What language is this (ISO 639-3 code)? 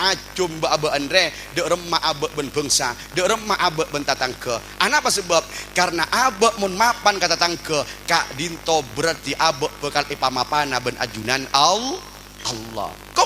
mad